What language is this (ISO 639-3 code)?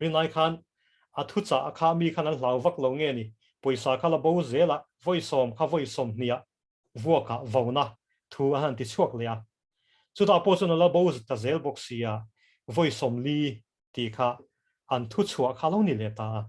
lus